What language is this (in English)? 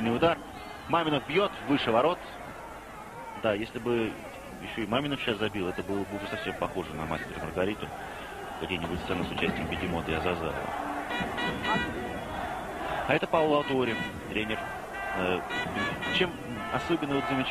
Russian